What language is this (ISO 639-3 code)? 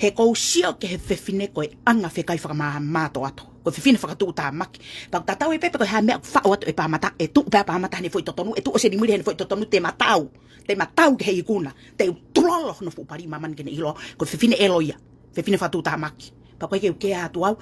ton